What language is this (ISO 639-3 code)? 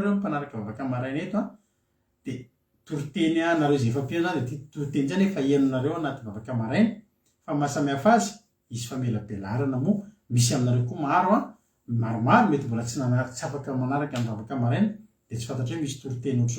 mlg